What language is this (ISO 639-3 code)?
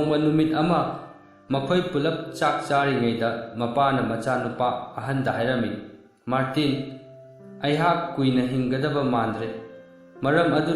mni